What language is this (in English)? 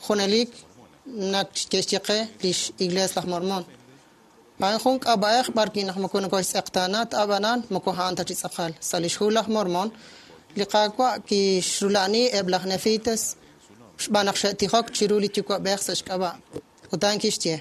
Kekchí